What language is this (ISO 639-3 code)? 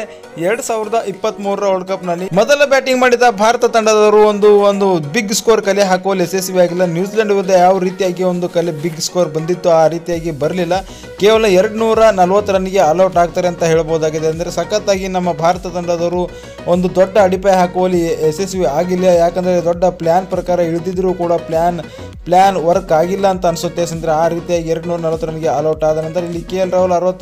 kan